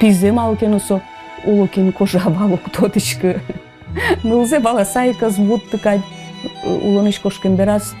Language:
Udmurt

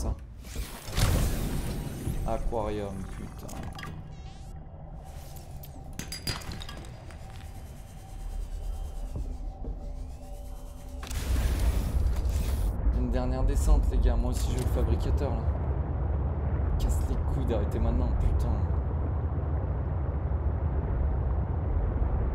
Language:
French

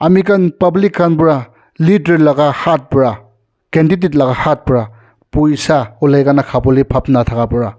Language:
Naga Pidgin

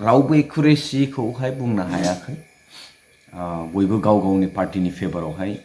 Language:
Bodo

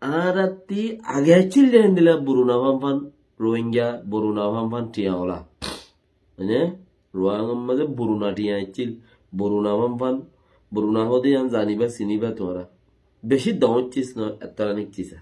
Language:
Rohingya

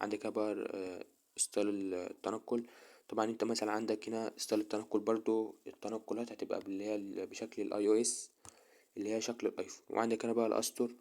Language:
Egyptian Arabic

